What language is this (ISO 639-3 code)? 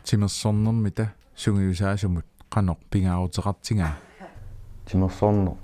kal